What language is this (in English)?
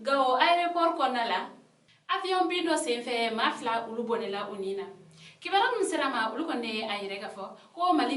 Bambara